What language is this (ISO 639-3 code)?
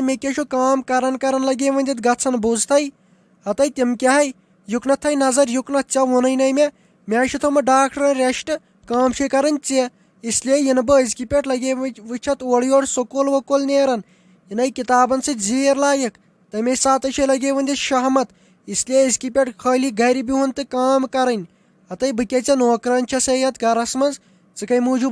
kas